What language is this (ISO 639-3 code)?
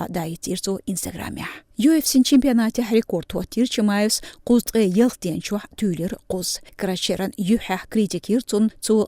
che